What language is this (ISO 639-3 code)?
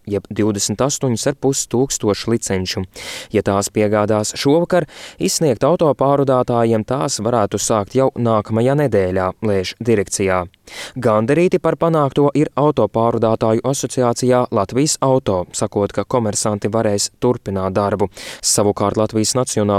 lav